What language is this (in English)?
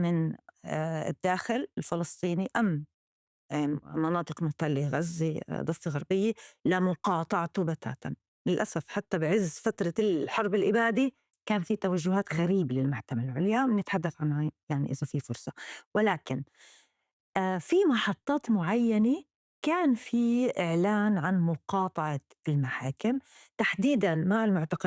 North Levantine Arabic